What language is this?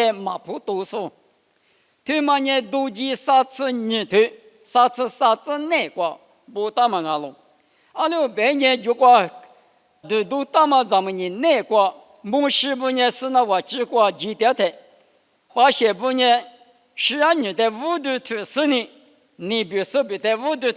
Lisu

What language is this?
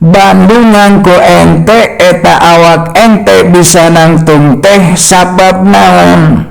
Sundanese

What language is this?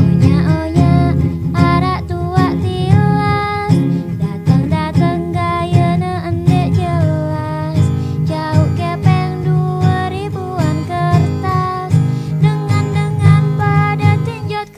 Sasak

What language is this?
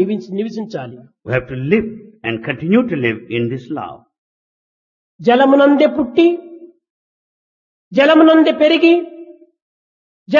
Telugu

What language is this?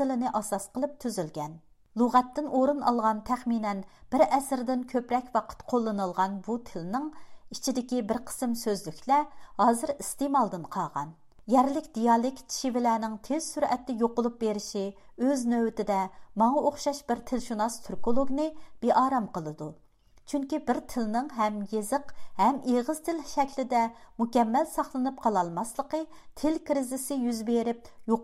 Uyghur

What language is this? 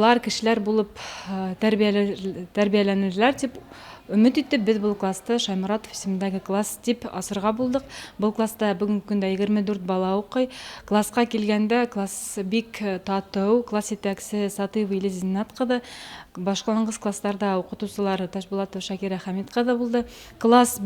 Bashkir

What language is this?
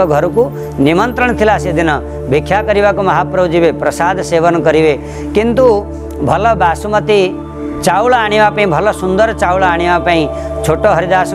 Odia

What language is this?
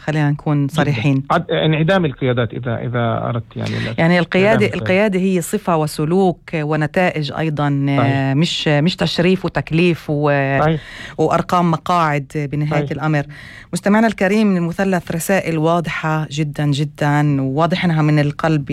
North Levantine Arabic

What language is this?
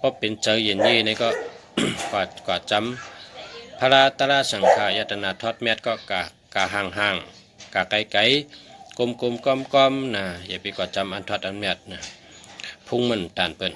Shan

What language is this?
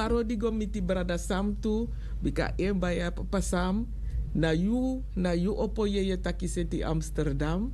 Sranan Tongo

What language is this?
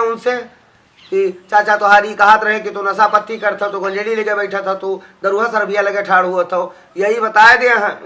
Awadhi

